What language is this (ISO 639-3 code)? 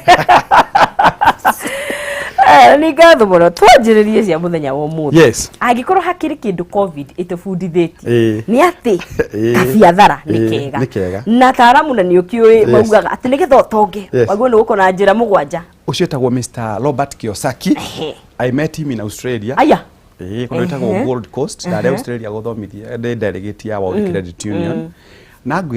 kik